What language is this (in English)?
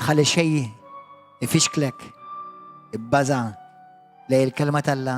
Maltese